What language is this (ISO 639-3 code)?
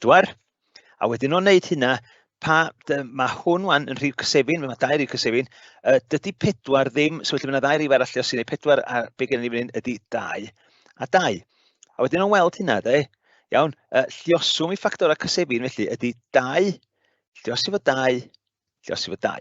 cym